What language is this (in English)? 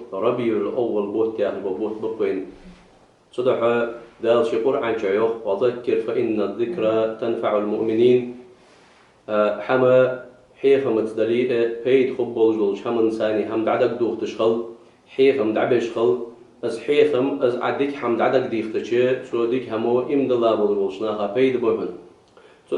Ingush